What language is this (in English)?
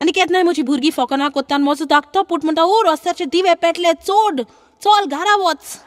Konkani